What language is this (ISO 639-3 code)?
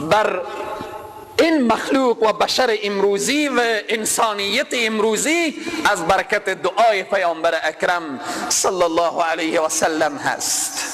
fas